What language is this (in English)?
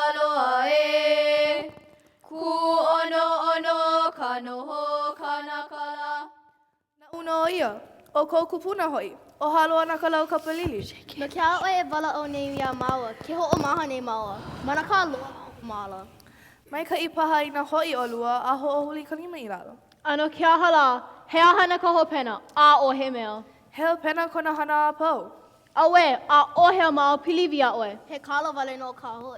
Hawaiian